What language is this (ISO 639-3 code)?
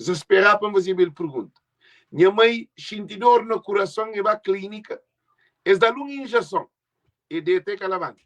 kea